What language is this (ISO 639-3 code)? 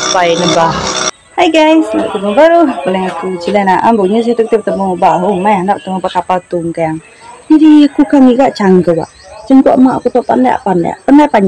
iba